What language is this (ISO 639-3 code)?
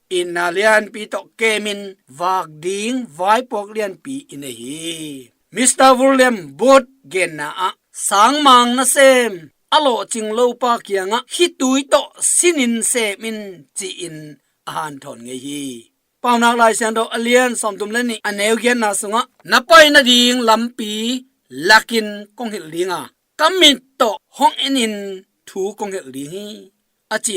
ctd